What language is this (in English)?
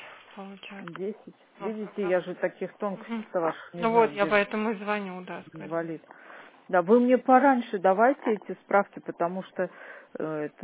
Russian